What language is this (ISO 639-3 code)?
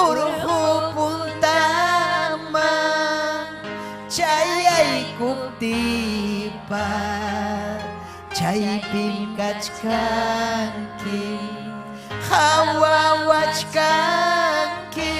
quy